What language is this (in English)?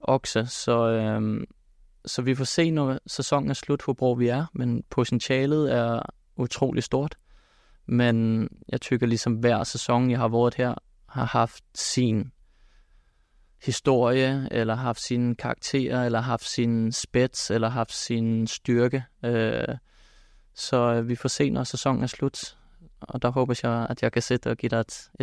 Danish